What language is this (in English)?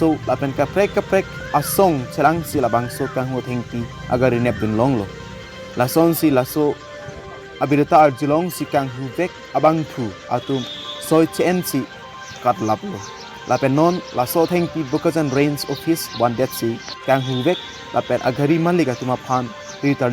Karbi